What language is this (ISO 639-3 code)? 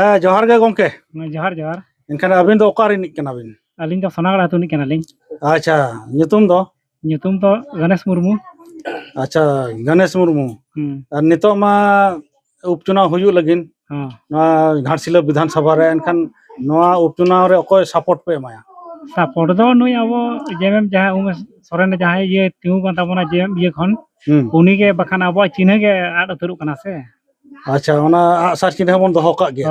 sat